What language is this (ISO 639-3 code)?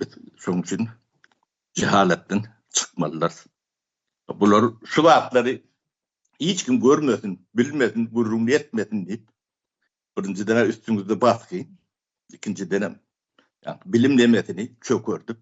tuk